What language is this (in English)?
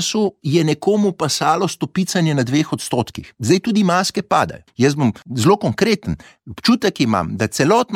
Slovenian